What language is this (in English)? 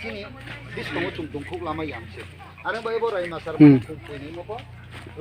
Riang (India)